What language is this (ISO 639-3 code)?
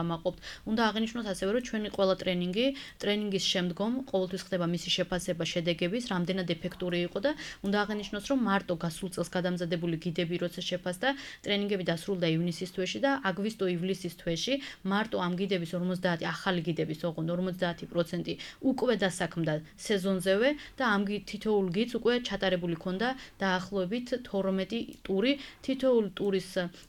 kat